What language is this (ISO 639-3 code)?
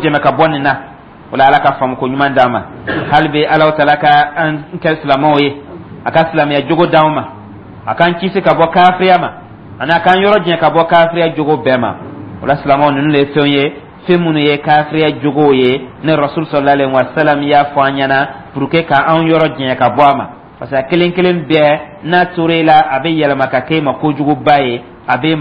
dyu